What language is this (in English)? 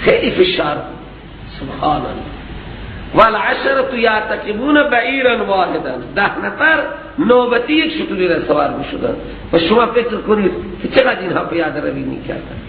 Persian